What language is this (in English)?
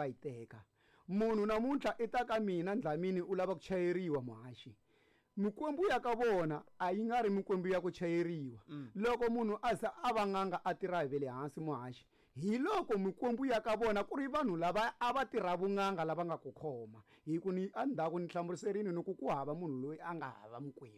Tsonga